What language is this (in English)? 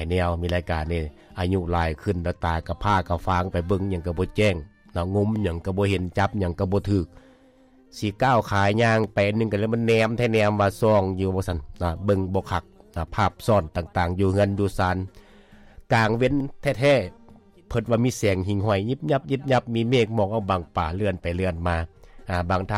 Lao